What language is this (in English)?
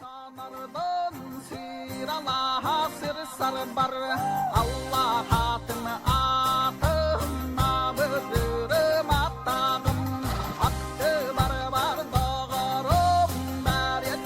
Yakut